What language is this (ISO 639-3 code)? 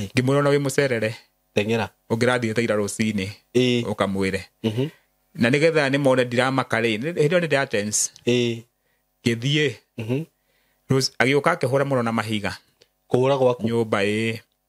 kik